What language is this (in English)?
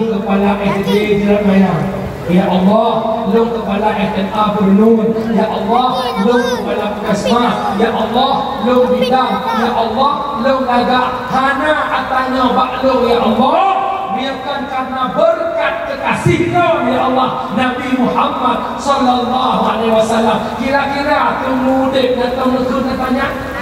Achinese